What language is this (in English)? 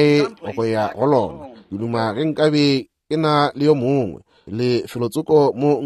Northern Sotho